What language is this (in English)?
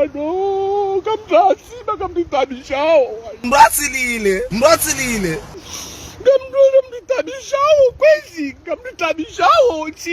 Ngazidja Comorian